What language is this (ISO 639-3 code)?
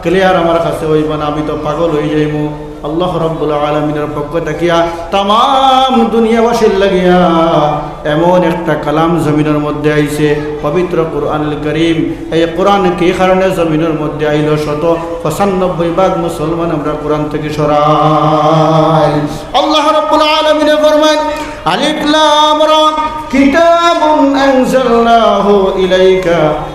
syl